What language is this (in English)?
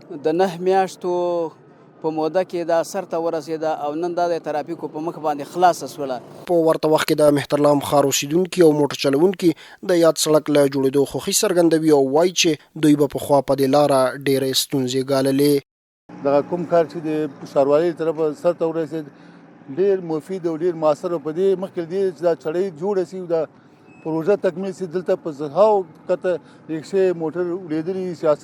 Pashto